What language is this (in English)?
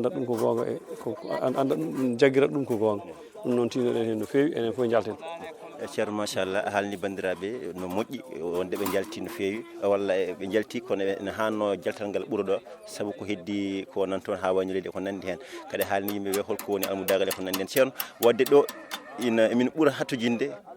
Fula